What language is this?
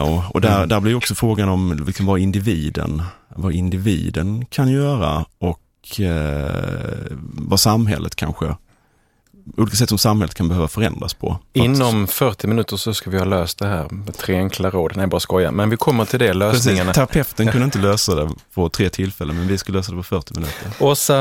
Swedish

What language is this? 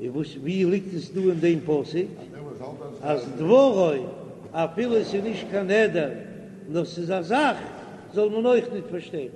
Yiddish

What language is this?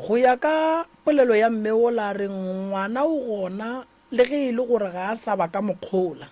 Northern Sotho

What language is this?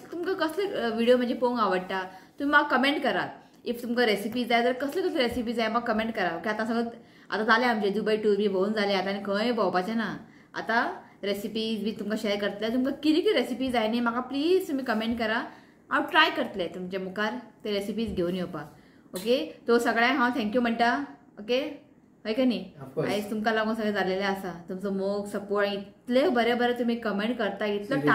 Konkani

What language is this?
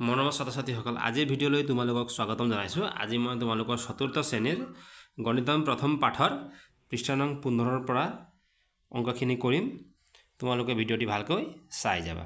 Assamese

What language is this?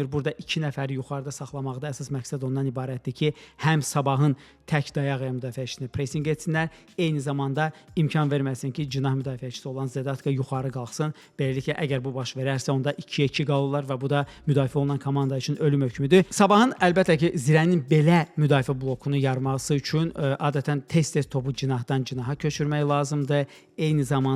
Azerbaijani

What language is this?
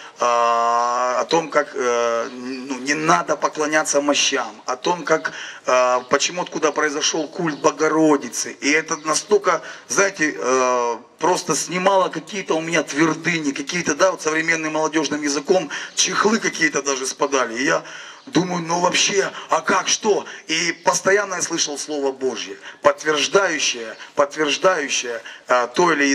Russian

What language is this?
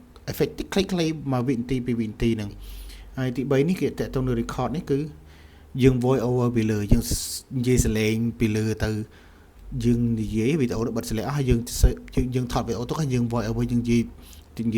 Khmer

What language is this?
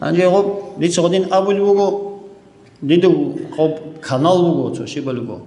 Avaric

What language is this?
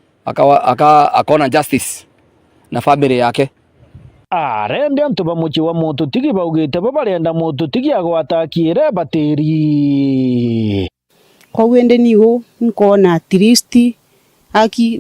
Meru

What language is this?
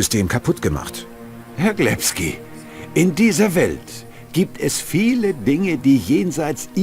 Bavarian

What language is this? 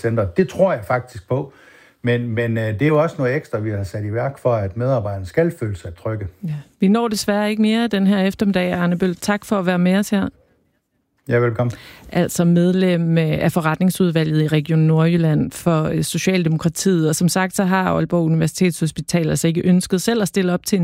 Danish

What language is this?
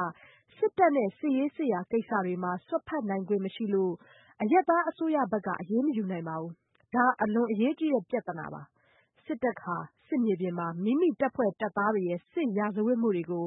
Burmese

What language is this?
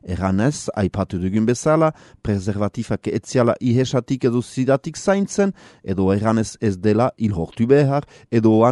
Basque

